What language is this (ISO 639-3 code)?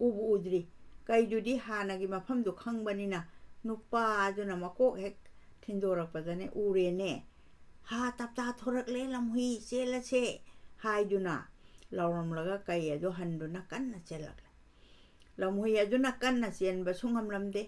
mni